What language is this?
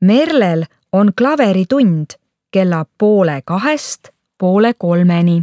Estonian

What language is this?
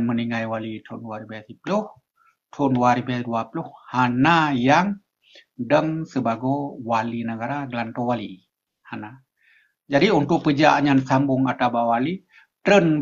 Achinese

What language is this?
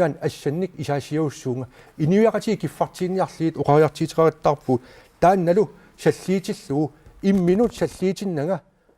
Kalaallisut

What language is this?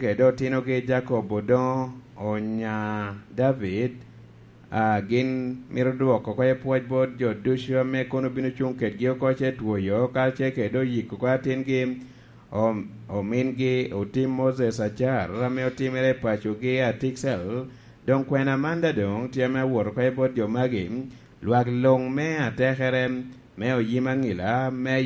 Lango (Uganda)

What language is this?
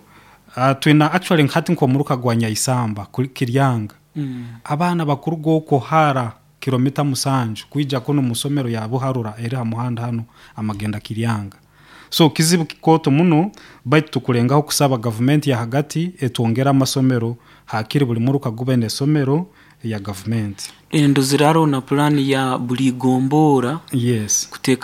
Nyoro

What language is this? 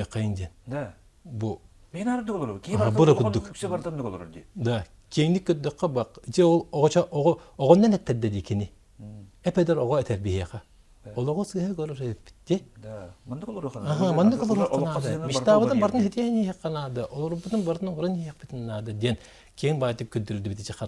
Yakut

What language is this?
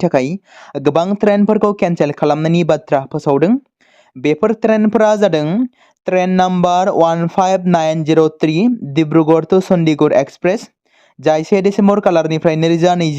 Bodo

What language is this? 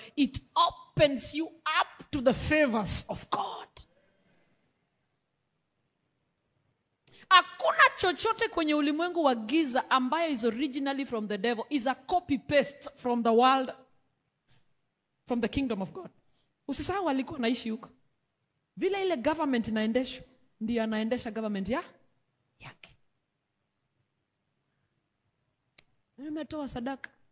Swahili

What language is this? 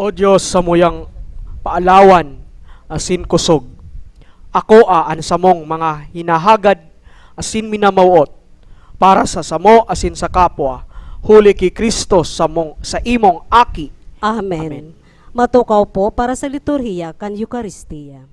Bikol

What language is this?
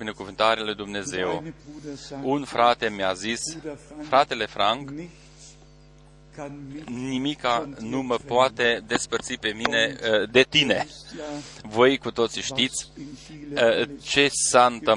Romanian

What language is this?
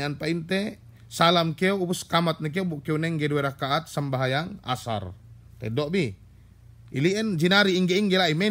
Yakan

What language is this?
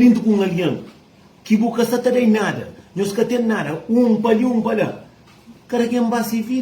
Kabuverdianu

